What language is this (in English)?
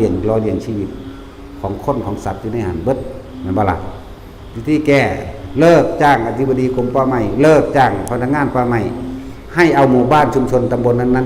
Lao